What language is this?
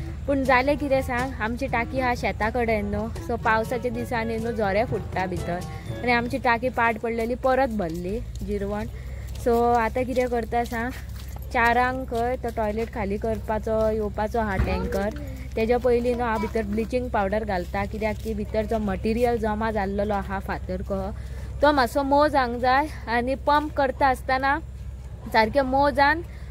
Konkani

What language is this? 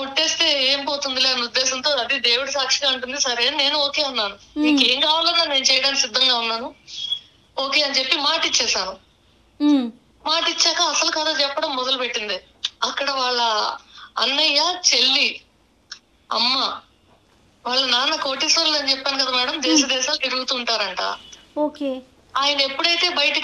Telugu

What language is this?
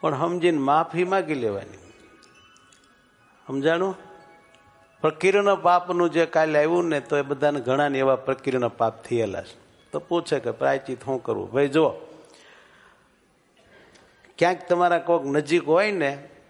Gujarati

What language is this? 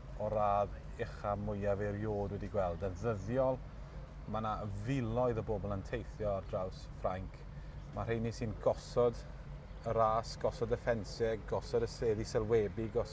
Welsh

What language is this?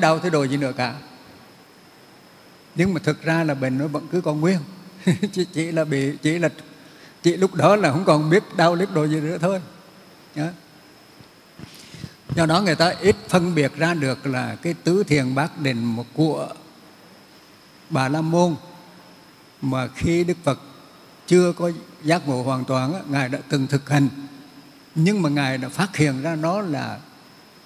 Vietnamese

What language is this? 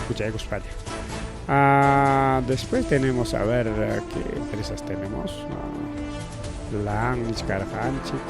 Ayacucho Quechua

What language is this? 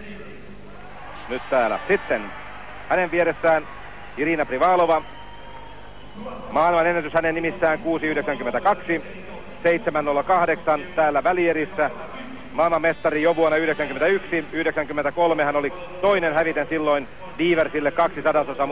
Finnish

